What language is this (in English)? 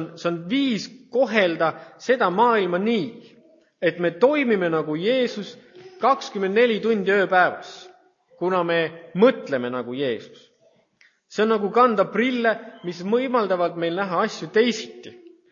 Estonian